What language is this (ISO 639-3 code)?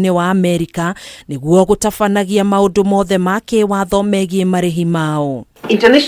kik